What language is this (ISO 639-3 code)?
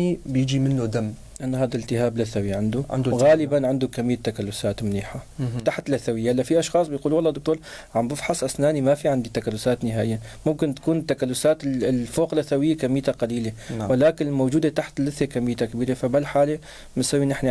apc